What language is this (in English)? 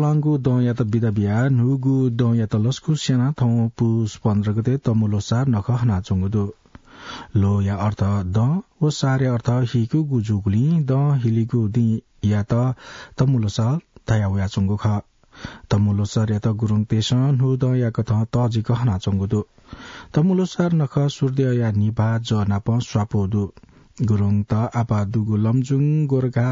Newari